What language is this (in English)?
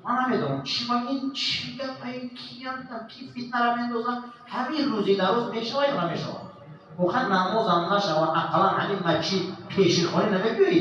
Tajik